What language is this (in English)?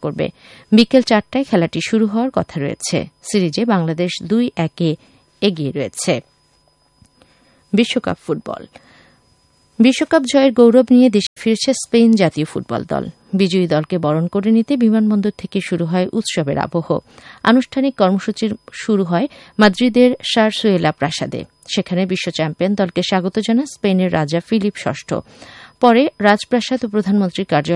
Bangla